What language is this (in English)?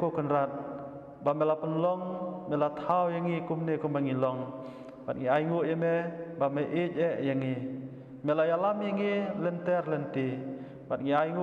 Khasi